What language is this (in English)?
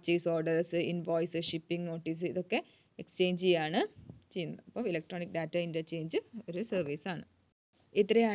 Malayalam